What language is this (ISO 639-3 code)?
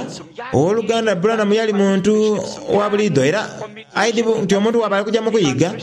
xog